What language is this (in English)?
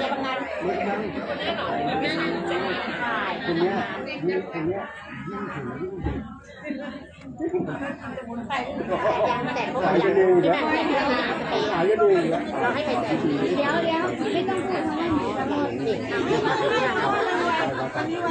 Thai